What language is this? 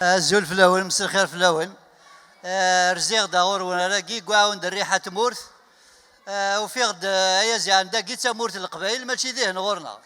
Kabyle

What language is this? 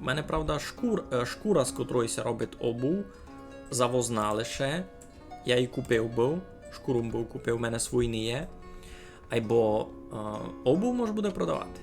Rusyn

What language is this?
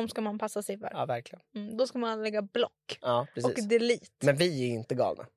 Swedish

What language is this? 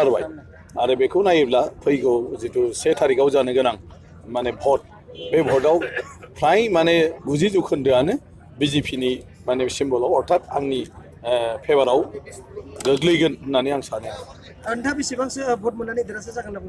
Bodo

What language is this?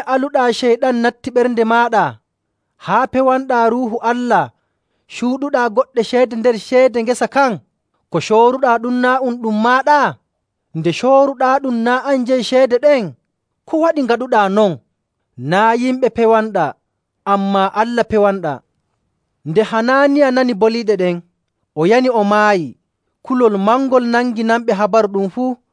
Nigerian Fulfulde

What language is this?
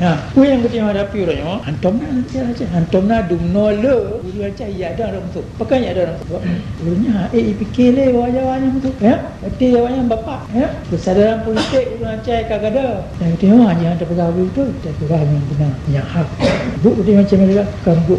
Achinese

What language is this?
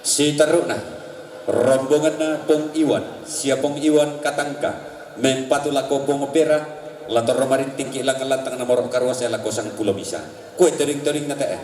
Toraja-Sa'dan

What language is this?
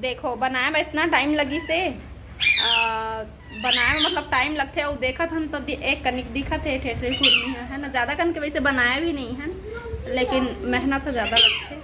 Chhattisgarhi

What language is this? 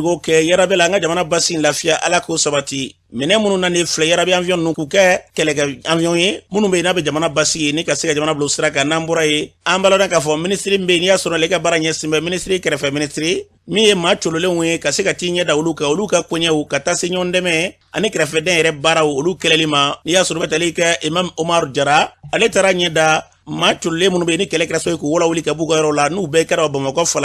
Bambara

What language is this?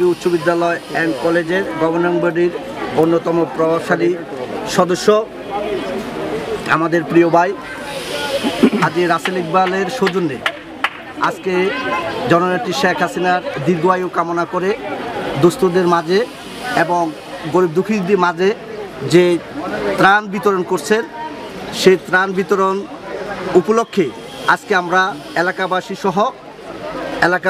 Bangla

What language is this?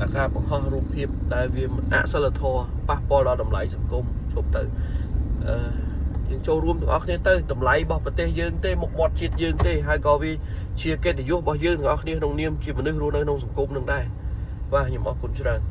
Khmer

